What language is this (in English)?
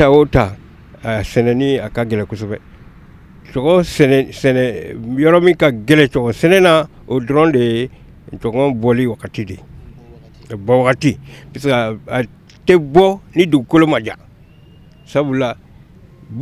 Bambara